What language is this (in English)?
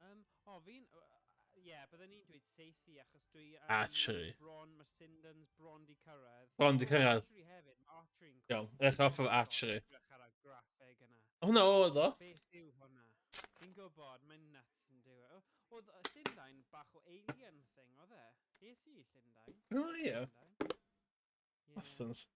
Welsh